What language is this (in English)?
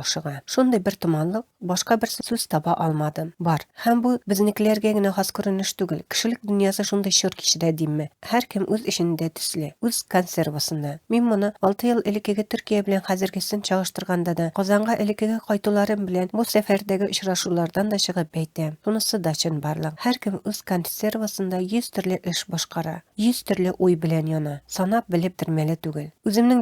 Tatar